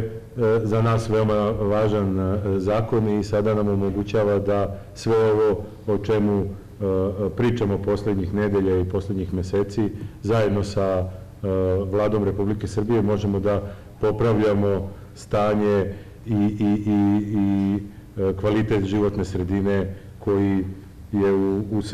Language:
Serbian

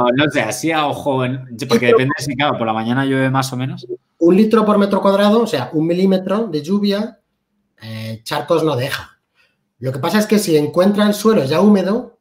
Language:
Spanish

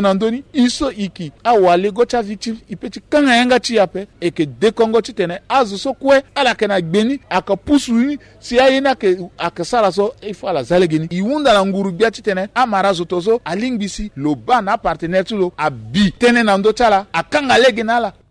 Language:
Sango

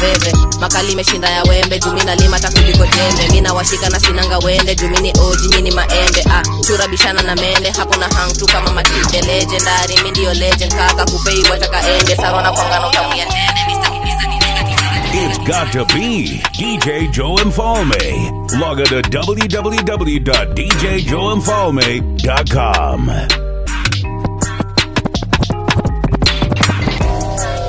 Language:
Swahili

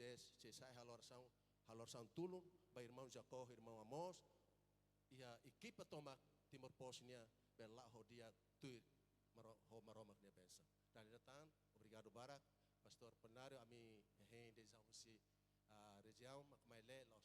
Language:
Tetum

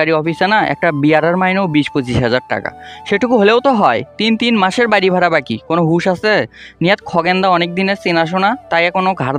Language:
Bangla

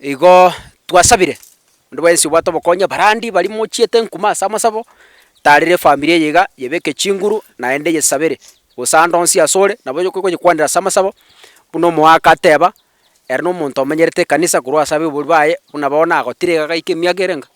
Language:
Gusii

